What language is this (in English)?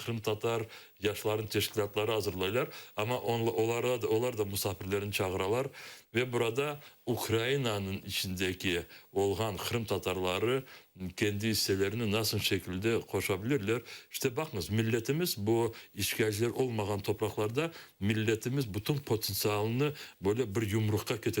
Crimean Tatar